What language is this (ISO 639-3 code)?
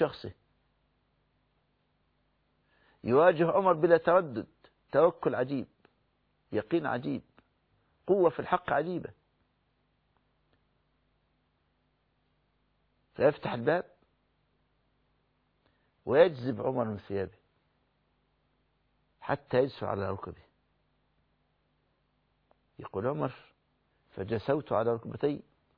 ara